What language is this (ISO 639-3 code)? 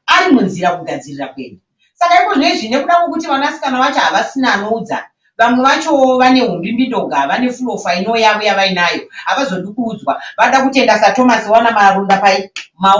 sna